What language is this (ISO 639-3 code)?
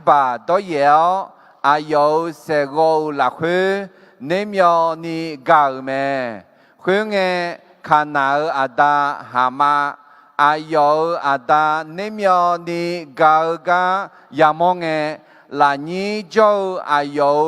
ahk